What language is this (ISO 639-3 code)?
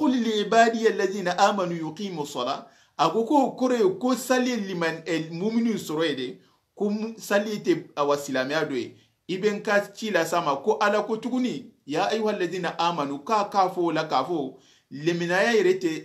snk